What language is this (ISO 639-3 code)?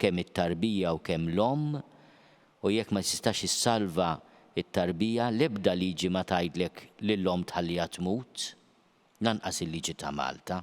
mlt